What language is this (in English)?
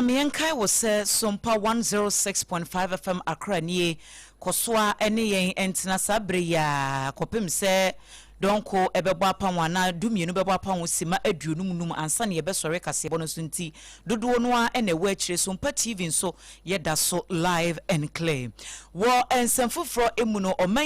Akan